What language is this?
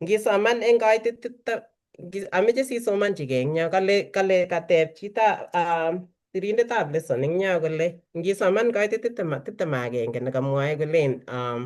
Kalenjin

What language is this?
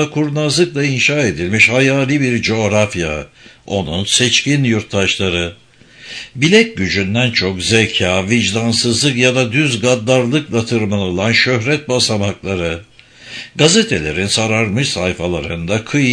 Turkish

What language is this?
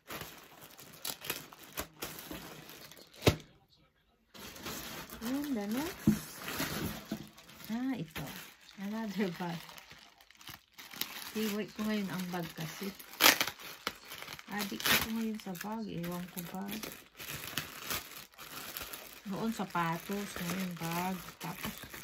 Filipino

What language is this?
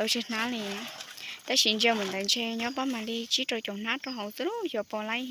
Hmong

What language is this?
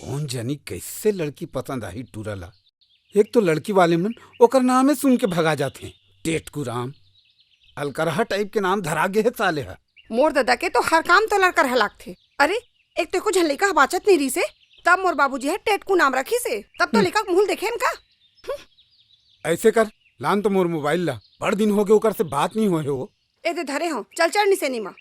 Chhattisgarhi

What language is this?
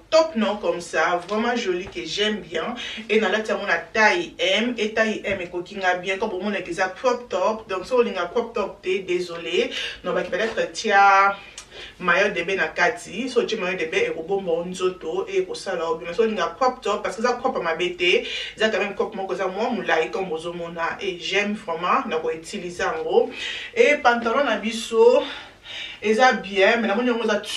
Lingala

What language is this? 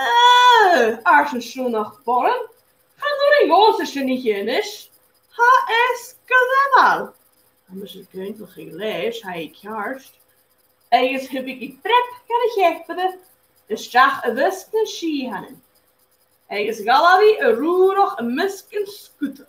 Scottish Gaelic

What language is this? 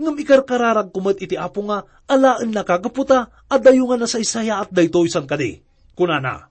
Iloko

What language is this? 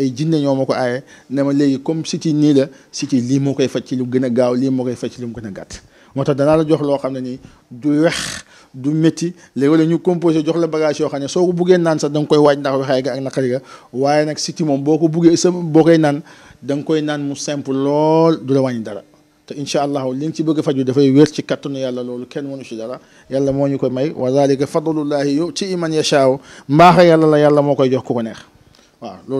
Wolof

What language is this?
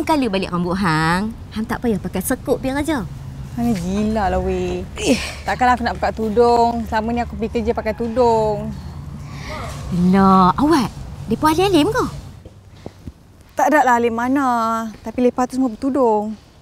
Malay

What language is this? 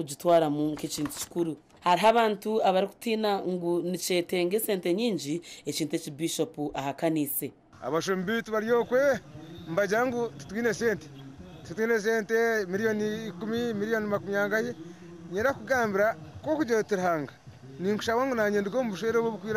Nyankole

